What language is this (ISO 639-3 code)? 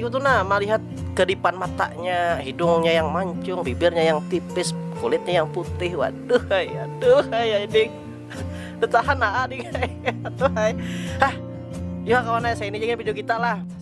bjn